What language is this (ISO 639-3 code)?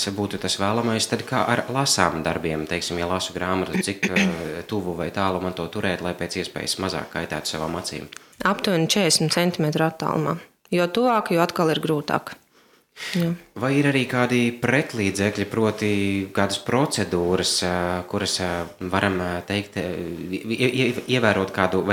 lav